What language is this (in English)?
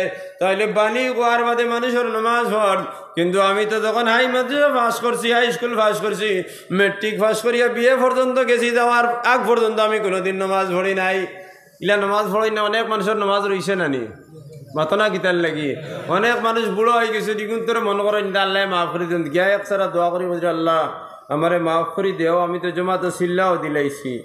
Sylheti